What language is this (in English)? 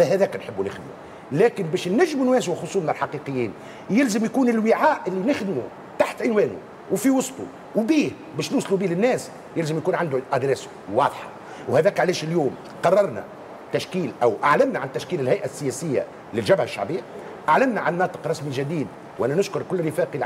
Tunisian Arabic